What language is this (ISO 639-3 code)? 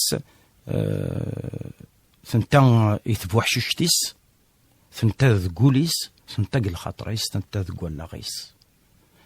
kab